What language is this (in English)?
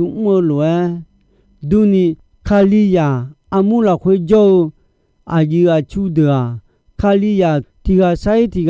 Akha